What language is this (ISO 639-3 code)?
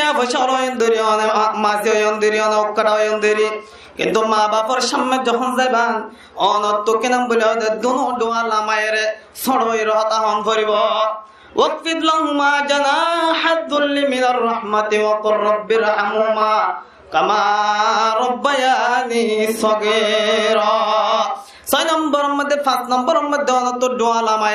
rhg